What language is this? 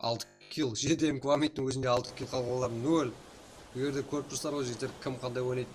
Kara-Kalpak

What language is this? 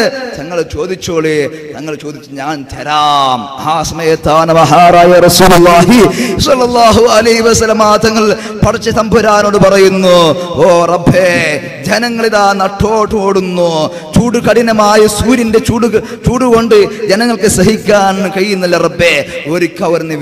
Malayalam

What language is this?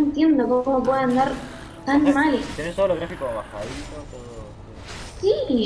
Spanish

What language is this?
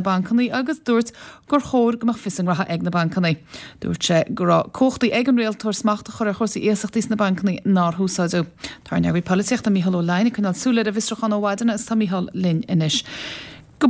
Irish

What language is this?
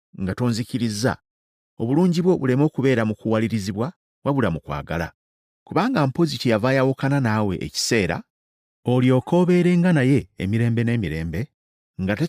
Ganda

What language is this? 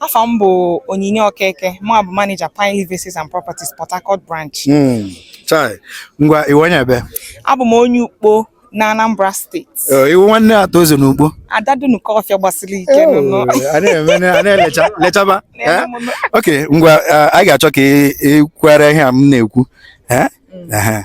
Igbo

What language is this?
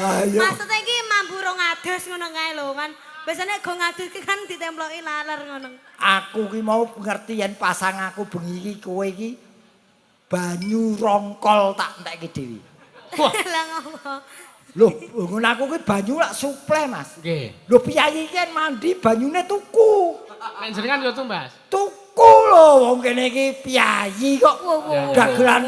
Javanese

